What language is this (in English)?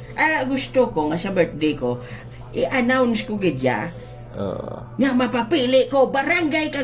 Hiligaynon